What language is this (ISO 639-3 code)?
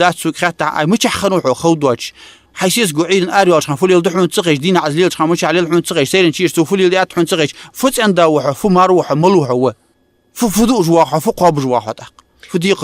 inh